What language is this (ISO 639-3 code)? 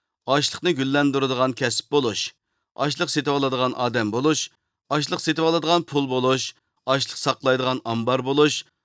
uig